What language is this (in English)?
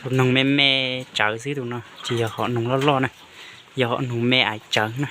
Hmong